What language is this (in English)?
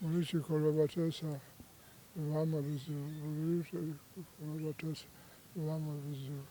Ganda